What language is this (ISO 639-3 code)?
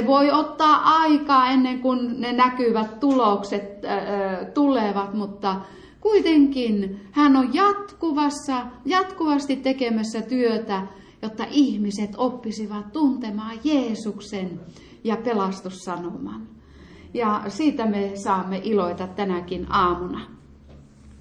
fin